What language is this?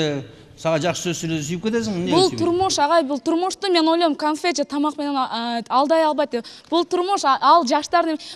Kyrgyz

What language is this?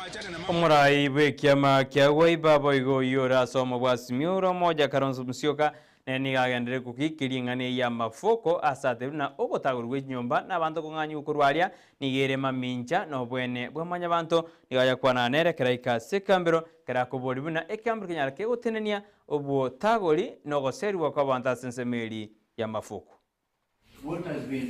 Gusii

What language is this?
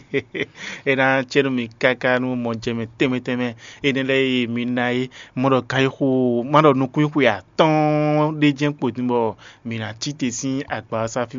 Fon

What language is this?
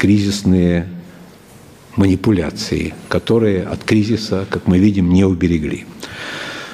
Russian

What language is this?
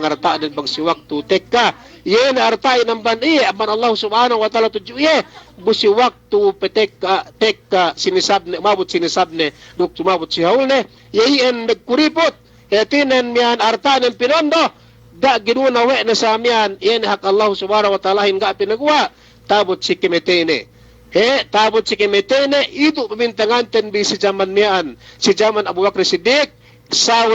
Yakan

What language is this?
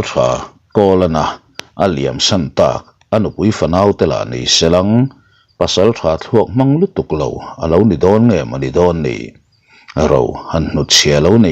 Mizo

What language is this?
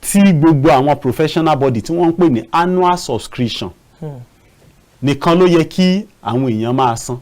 Yoruba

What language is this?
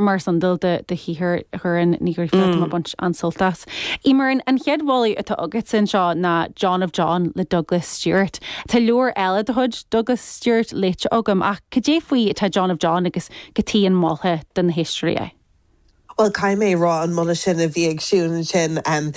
Irish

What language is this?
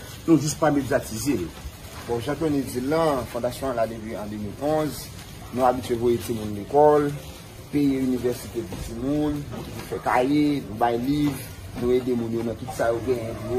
Haitian Creole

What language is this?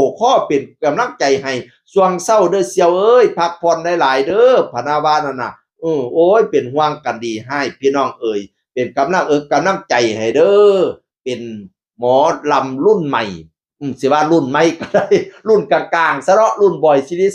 Northeastern Thai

